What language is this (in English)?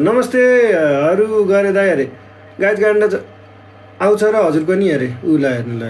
Nepali